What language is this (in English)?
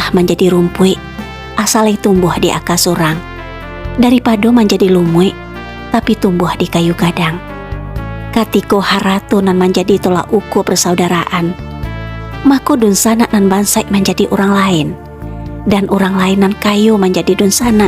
Minangkabau